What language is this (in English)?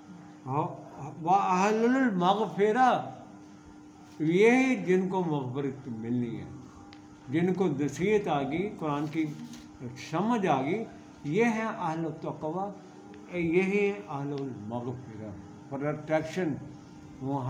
Urdu